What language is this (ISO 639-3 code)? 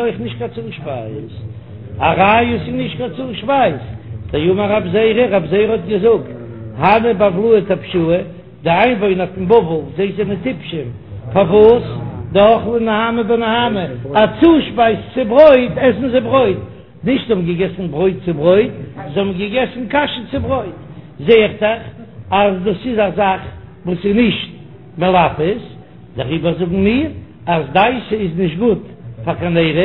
yid